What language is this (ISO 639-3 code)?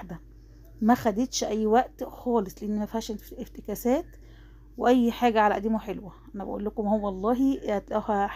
arz